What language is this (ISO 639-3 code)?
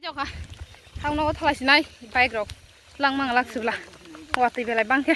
trp